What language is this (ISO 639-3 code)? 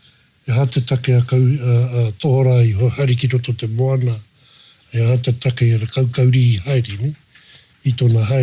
mri